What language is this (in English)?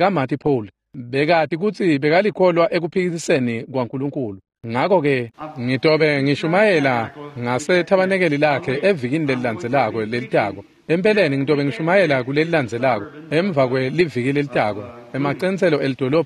Swati